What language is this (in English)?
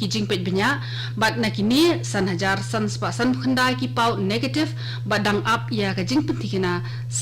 Khasi